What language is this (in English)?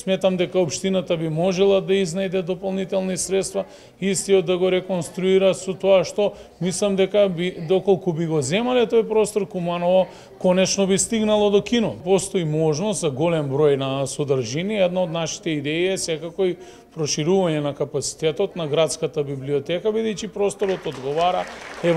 Macedonian